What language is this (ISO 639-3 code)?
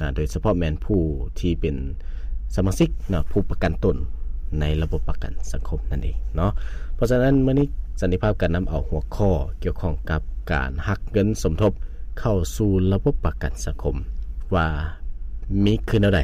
lao